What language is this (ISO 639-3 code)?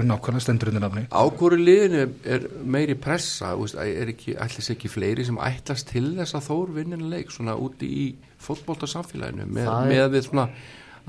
isl